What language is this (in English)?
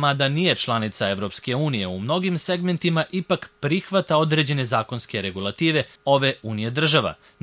Serbian